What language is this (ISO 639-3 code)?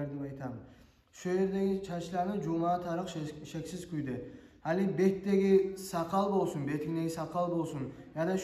kum